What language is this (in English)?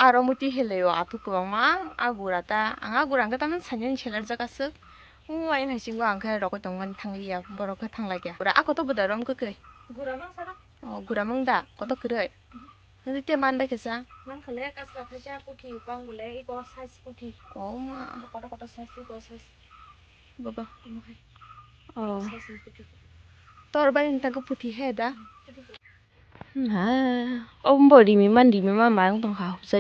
Kok Borok